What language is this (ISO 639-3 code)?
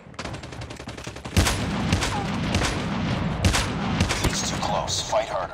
eng